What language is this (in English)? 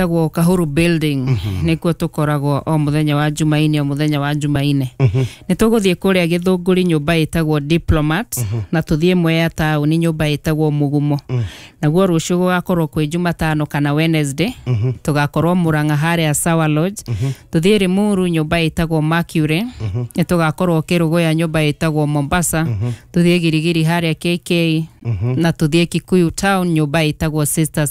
Kikuyu